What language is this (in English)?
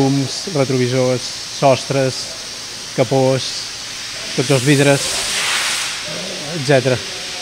Catalan